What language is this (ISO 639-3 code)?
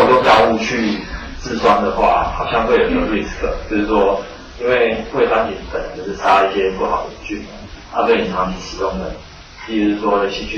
zho